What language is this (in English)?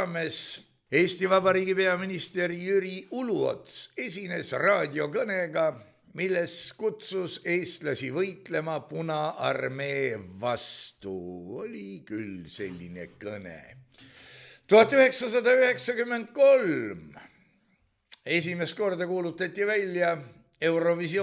Estonian